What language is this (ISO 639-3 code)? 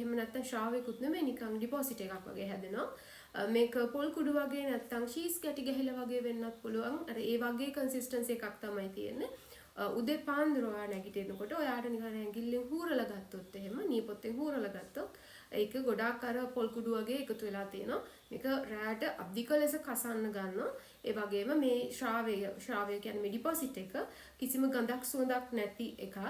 sin